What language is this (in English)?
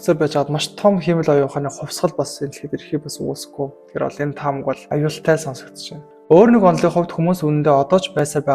Mongolian